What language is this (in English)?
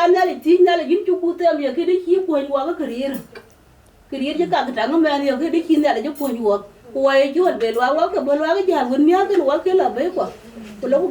Dinka